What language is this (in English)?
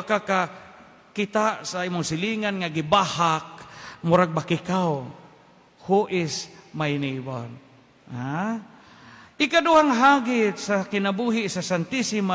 Cebuano